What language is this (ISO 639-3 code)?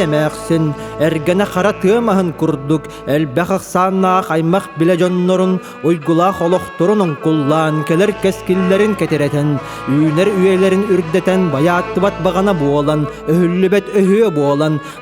sah